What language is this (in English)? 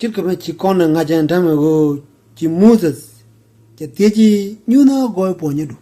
Nuer